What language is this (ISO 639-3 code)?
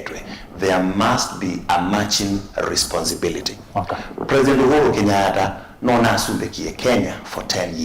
kam